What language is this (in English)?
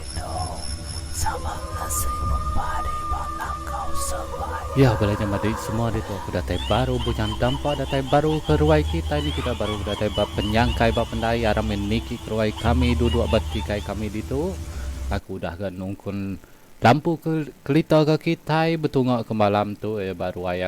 Iban